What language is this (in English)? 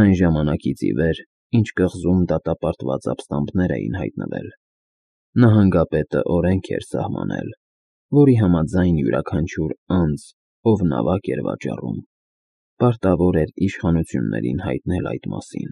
Armenian